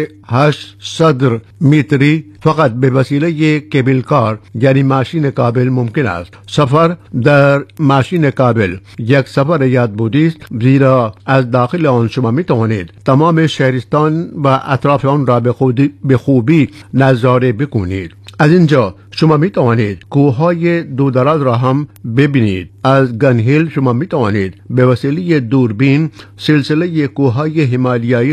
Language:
Persian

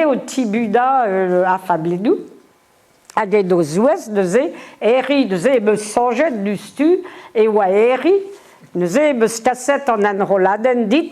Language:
Breton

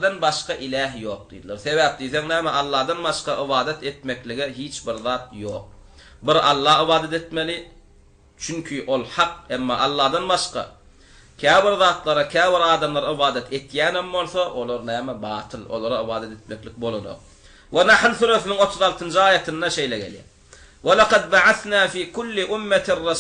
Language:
Turkmen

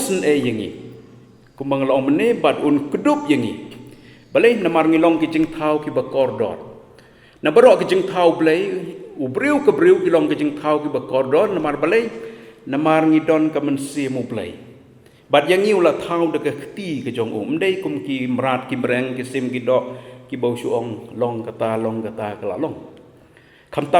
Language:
Khasi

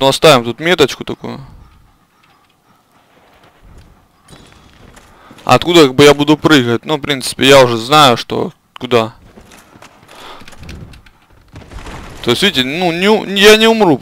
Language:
Russian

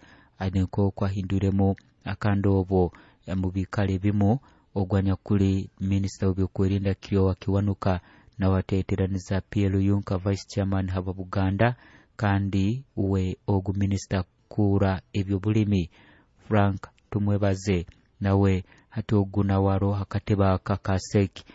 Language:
Nyoro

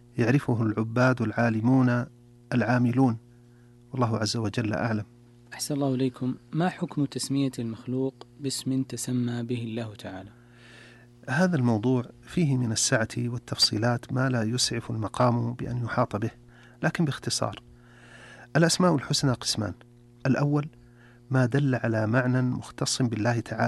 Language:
Arabic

